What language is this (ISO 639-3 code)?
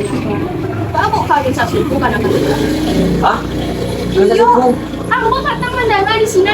min